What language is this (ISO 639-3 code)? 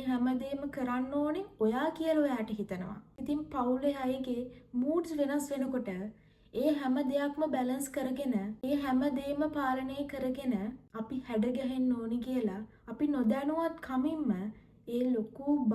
sin